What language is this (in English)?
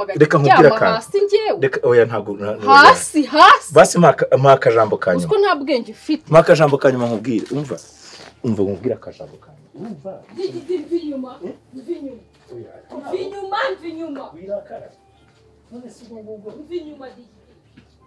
Kinyarwanda